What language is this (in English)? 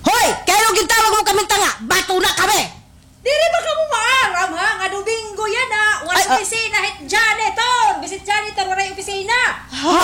Waray